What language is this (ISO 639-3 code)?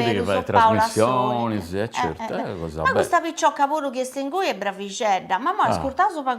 srd